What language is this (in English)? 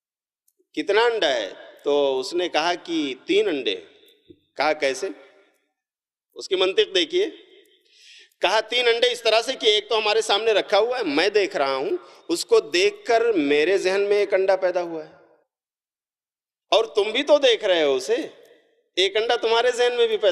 Urdu